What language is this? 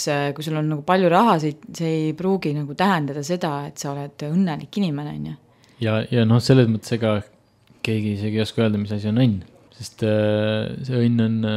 Estonian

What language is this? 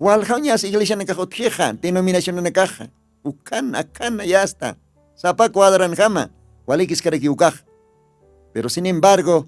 Aymara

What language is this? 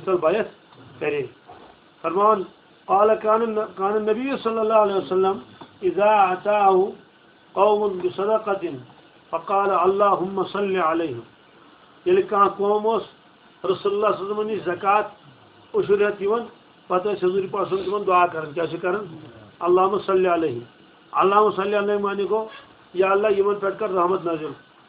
Kashmiri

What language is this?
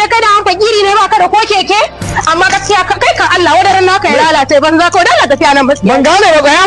Hausa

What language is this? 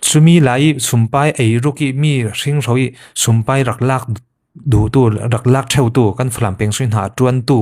Falam Chin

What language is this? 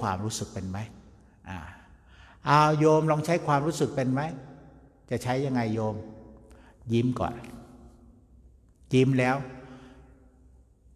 Thai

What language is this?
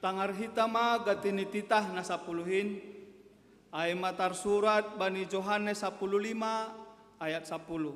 Batak Simalungun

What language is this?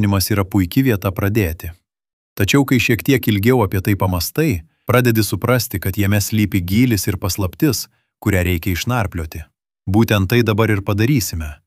Lithuanian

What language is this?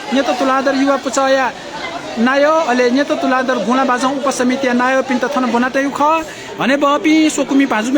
Newari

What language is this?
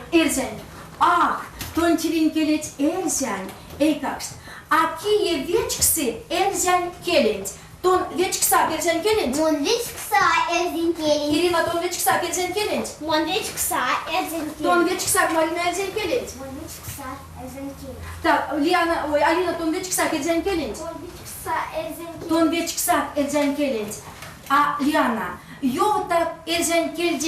Erzya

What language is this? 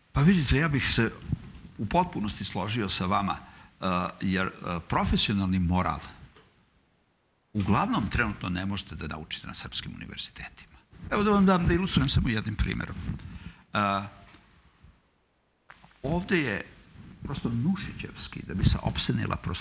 Serbian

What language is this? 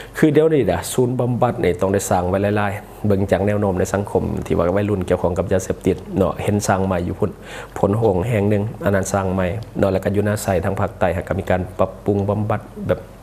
Lao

